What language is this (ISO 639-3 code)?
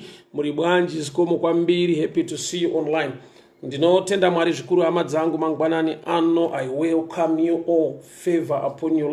sna